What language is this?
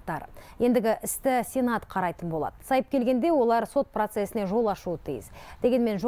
Kazakh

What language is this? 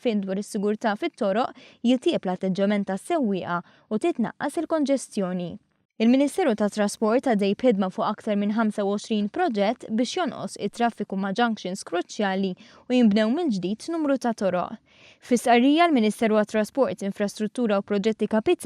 Maltese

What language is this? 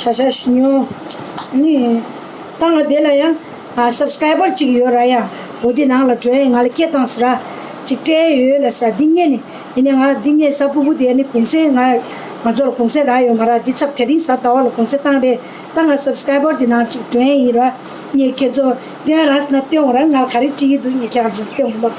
Tibetan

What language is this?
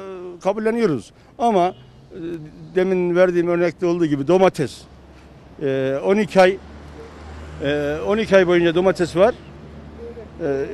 Turkish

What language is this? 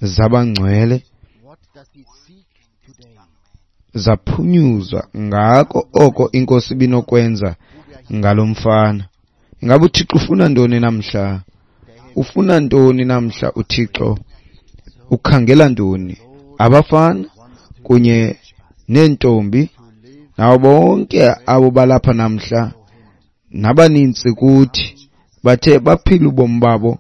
Xhosa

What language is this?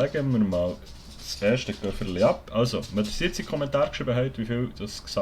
Swiss German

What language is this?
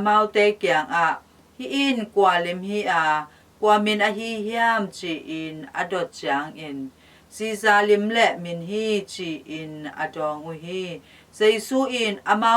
Tedim Chin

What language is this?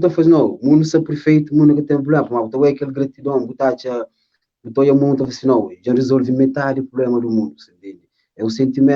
Kabuverdianu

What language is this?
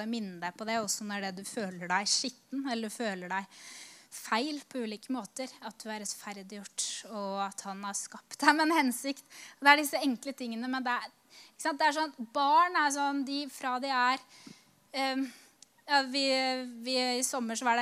Norwegian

